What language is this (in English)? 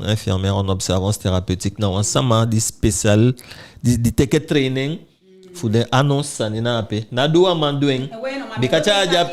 Eastern Maroon Creole